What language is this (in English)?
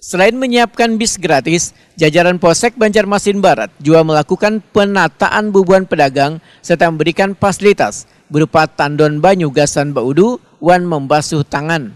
Banjar